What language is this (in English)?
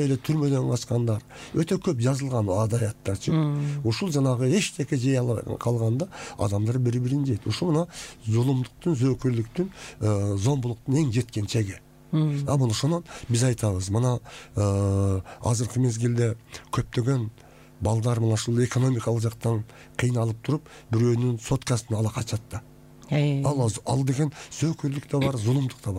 Kyrgyz